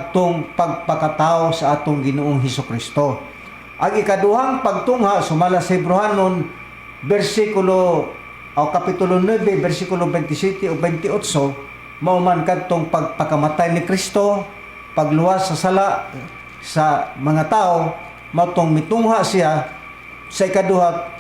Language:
Cebuano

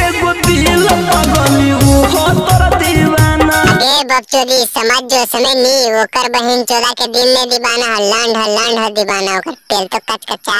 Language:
Magahi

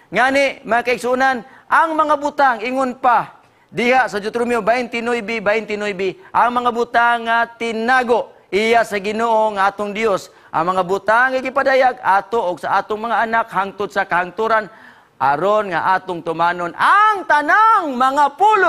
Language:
Cebuano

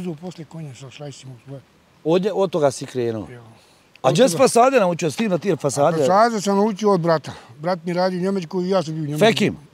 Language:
Bosnian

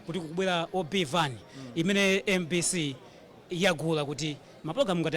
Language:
Nyanja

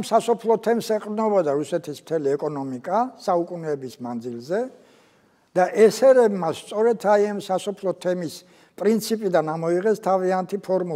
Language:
Georgian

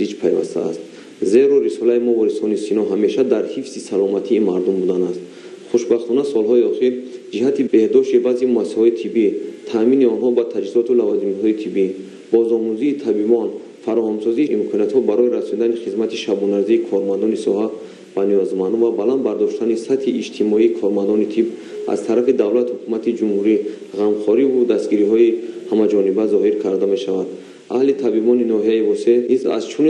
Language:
Tajik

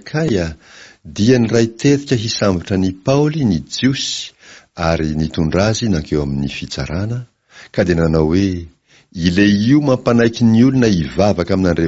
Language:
Malagasy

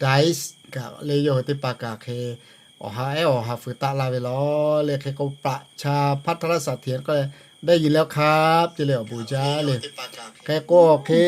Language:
Lahu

